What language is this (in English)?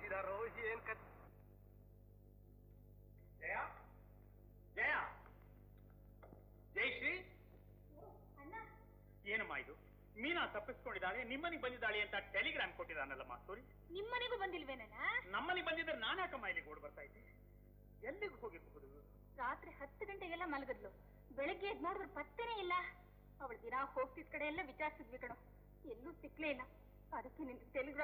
Kannada